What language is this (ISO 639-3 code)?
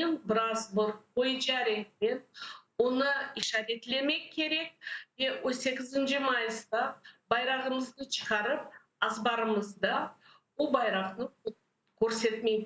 crh